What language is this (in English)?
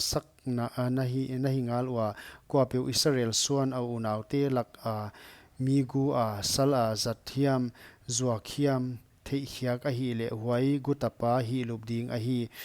Paite Chin